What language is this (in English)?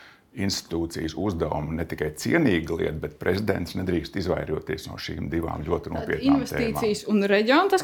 Latvian